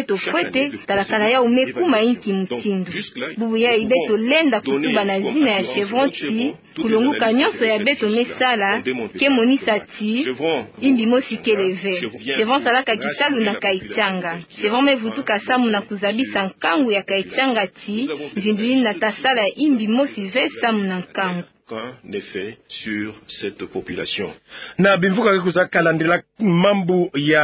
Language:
Kituba (Democratic Republic of Congo)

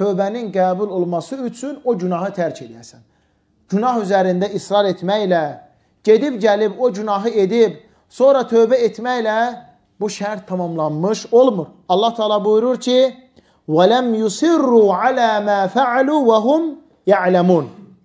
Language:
Azerbaijani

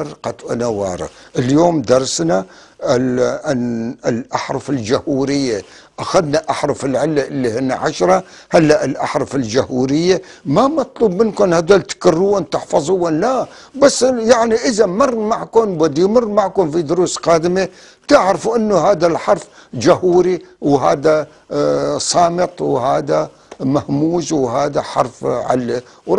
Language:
North Levantine Arabic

